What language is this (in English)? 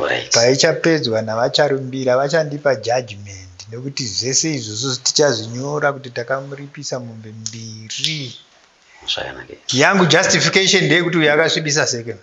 Shona